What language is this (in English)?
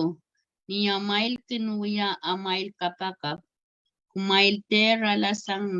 Pohnpeian